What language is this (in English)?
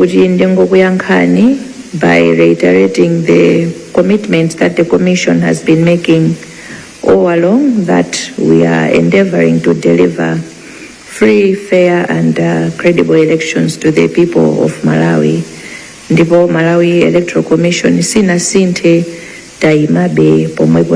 Nyanja